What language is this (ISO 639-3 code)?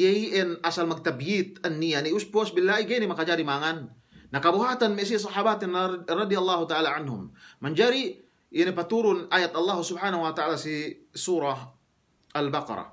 yka